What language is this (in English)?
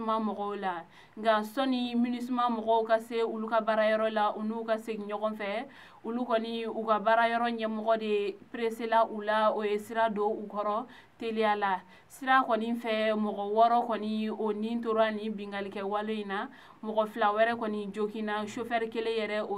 Bambara